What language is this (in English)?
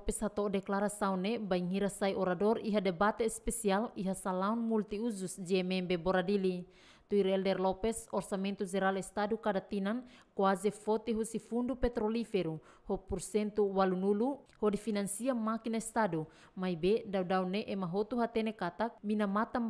Tetum